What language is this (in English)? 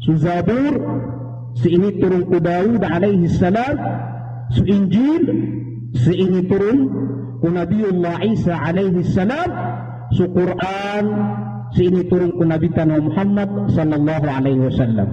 Maranao